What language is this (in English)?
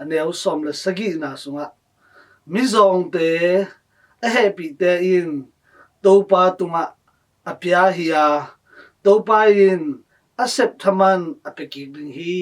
Tedim Chin